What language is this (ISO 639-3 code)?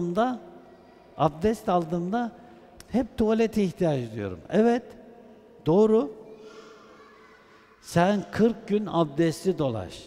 tur